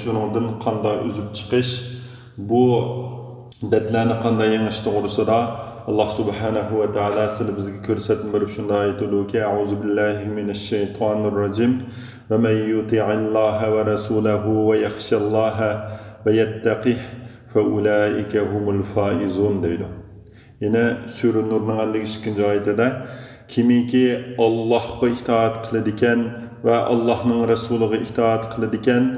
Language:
Uyghur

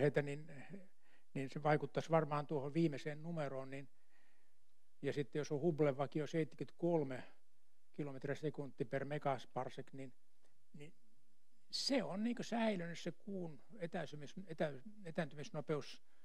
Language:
Finnish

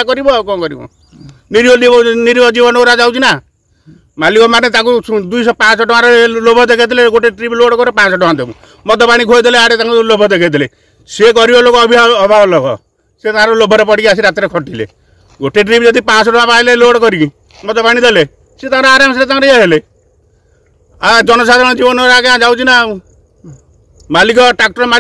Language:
Odia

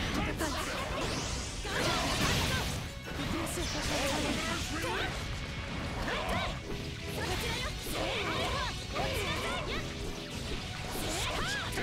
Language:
Japanese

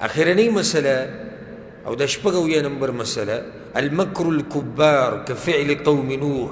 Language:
Pashto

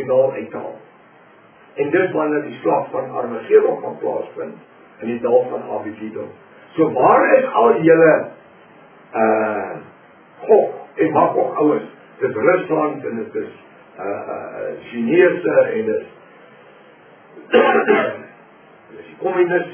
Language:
Afrikaans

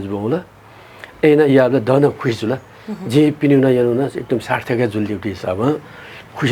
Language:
Newari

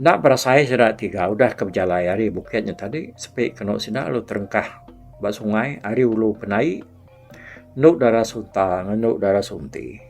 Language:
Iban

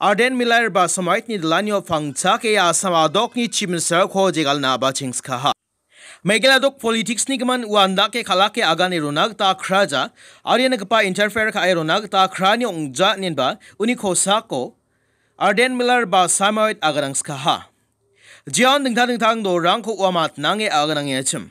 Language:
Garo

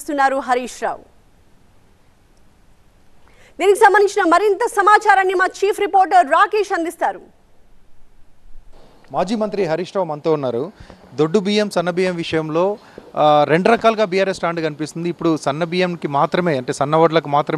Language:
Telugu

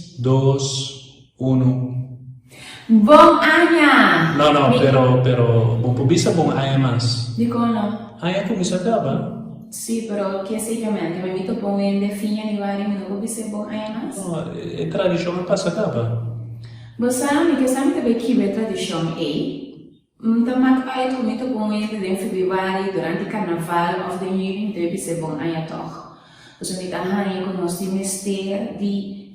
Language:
Papiamento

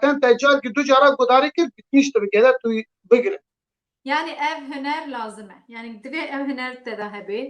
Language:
Kurdish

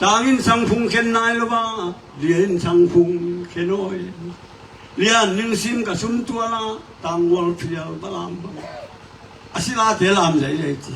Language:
Tedim Chin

